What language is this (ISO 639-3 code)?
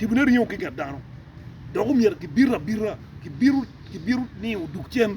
ach